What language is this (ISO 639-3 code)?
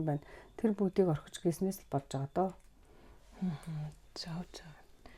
mon